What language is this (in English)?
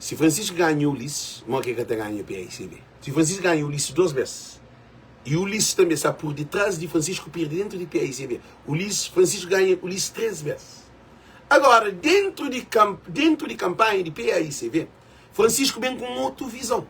Kabuverdianu